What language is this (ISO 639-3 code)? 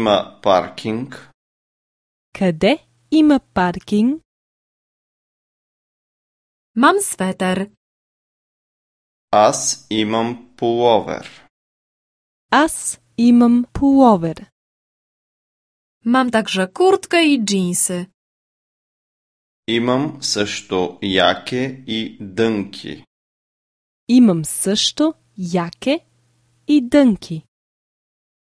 bul